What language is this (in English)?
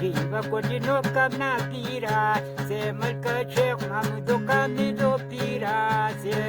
Brahui